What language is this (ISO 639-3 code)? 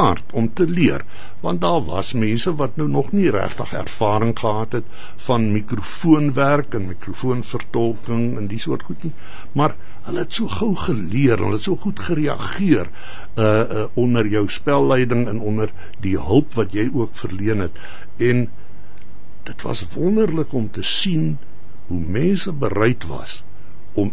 afr